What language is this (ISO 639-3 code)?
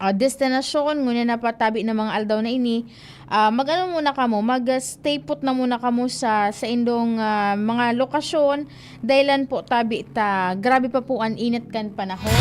bik